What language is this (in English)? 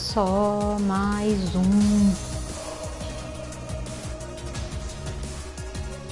Portuguese